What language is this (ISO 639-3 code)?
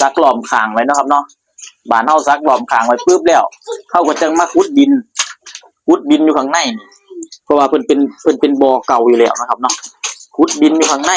tts